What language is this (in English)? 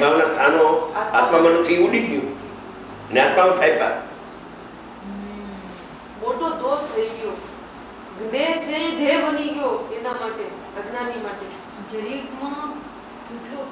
Gujarati